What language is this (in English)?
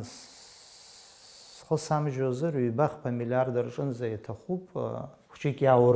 Abkhazian